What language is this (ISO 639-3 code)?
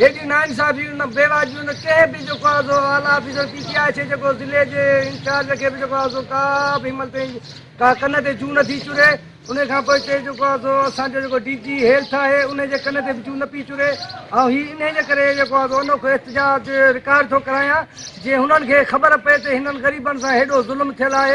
snd